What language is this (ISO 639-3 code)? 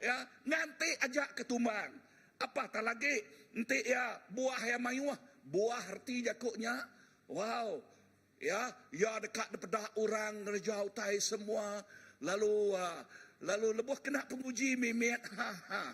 iba